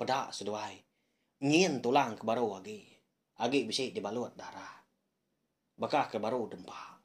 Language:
Iban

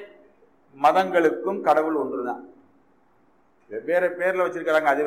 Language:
Tamil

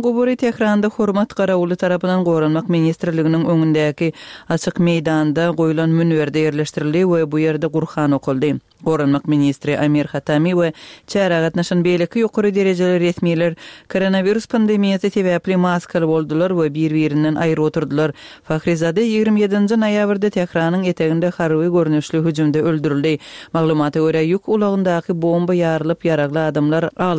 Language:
Turkmen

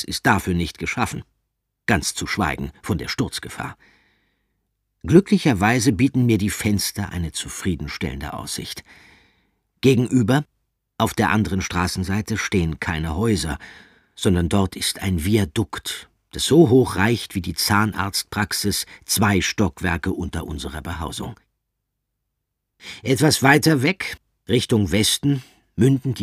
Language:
German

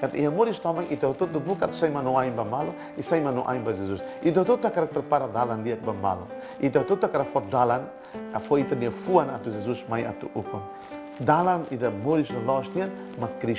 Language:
Tetum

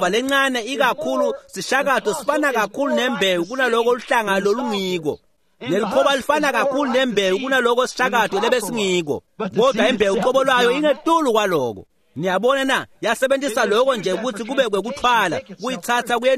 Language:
Swati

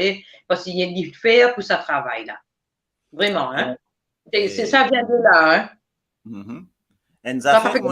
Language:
Morisyen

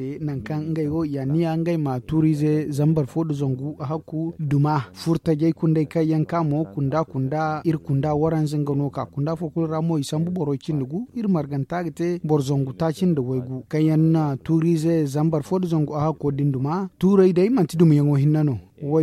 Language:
Zarma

